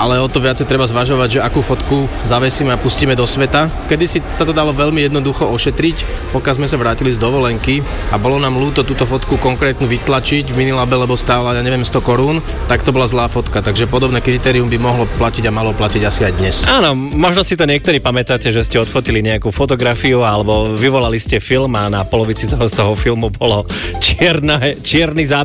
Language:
Slovak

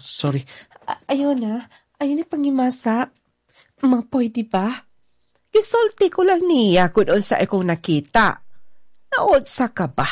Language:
Cebuano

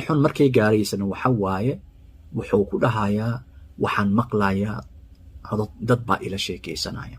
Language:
Somali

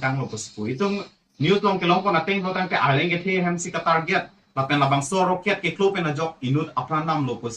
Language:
Karbi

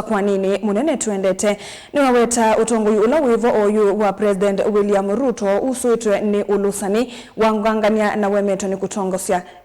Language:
Kamba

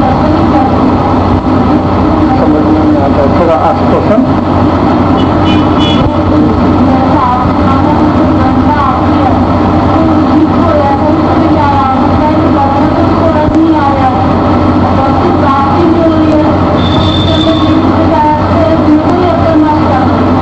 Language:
Hindi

